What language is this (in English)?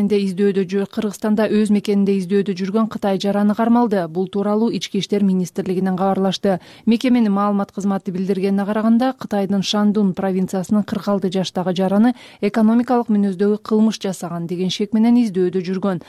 Kyrgyz